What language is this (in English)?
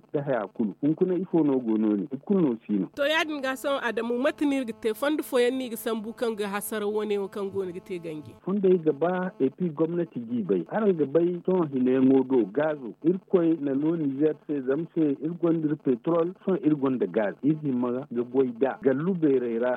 Zarma